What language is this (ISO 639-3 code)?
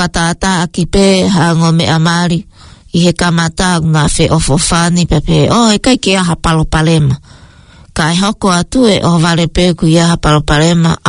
ton